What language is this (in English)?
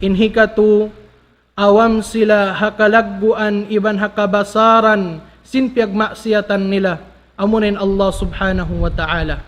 Tausug